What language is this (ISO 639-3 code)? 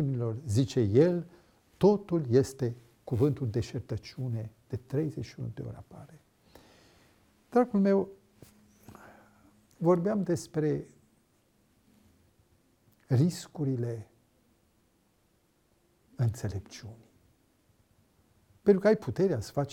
ron